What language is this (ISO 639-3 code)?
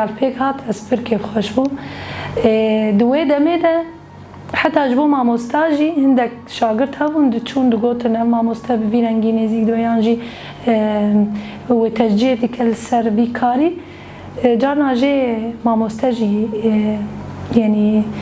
kur